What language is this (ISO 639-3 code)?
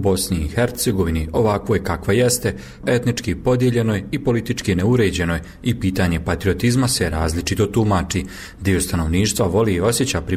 bos